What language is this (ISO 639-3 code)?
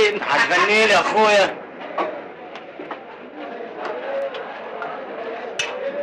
arz